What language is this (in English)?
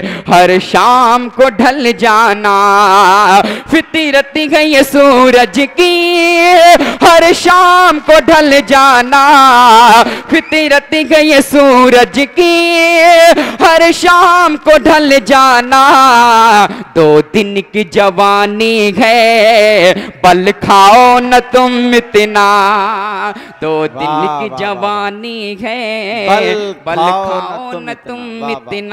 Hindi